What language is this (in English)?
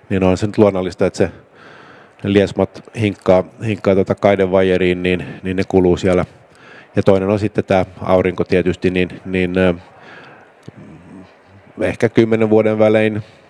Finnish